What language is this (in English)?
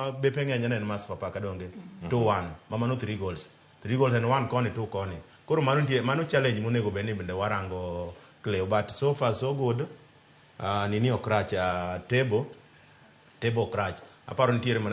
Luo (Kenya and Tanzania)